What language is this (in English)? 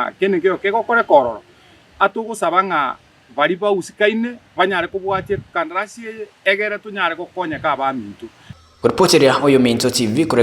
Gusii